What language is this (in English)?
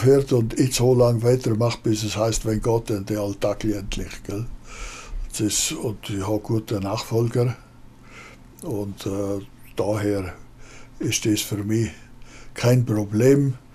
German